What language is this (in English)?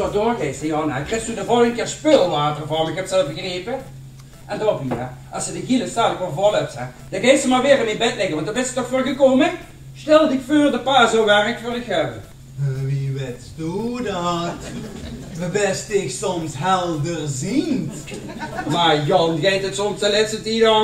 Limburgish